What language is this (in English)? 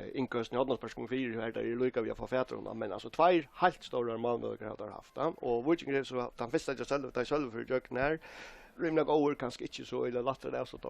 Faroese